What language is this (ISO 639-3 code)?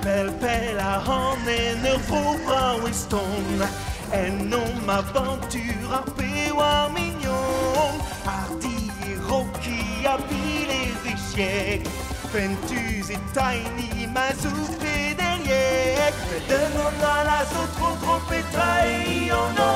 bre